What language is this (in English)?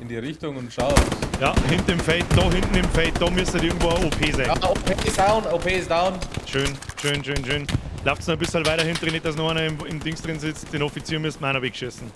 Bavarian